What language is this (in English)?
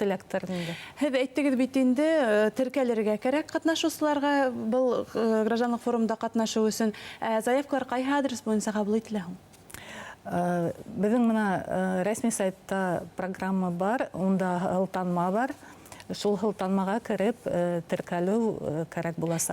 Bashkir